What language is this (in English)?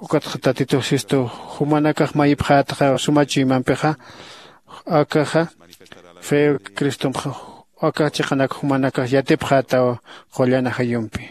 Aymara